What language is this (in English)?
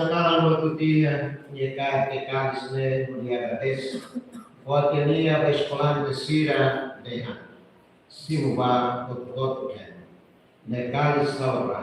Tetum